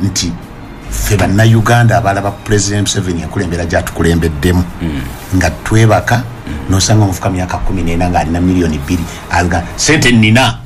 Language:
Ganda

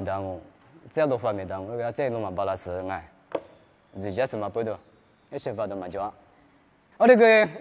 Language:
Lisu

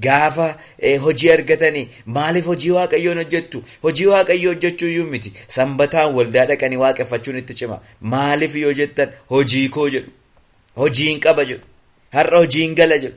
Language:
Oromo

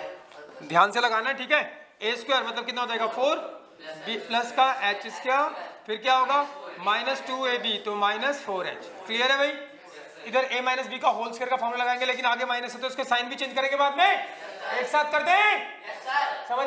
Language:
Hindi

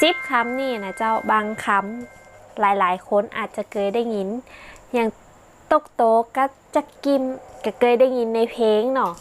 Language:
Northern Thai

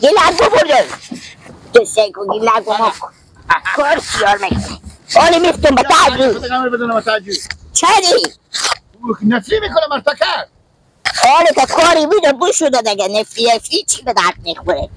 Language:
Persian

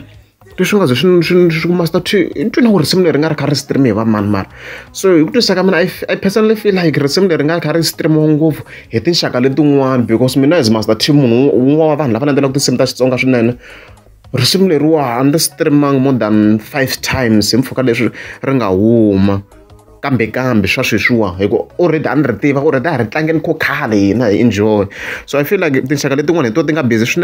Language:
Tsonga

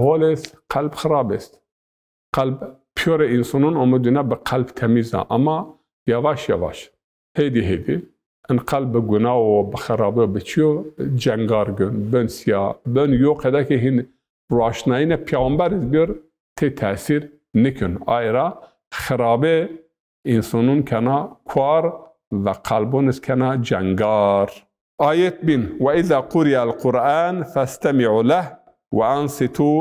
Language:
Zaza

